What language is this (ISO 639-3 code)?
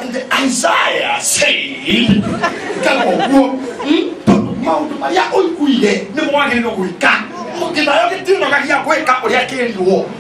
kik